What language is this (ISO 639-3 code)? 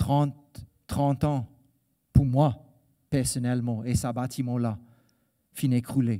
mfe